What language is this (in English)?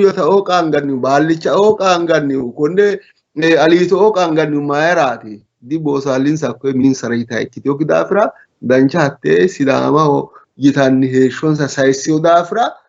Sidamo